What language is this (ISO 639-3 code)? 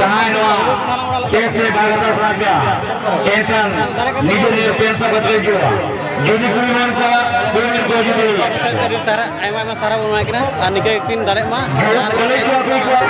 sat